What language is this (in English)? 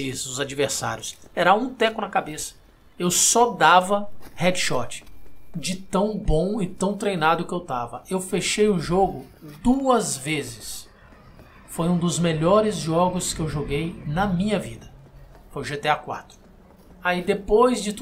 Portuguese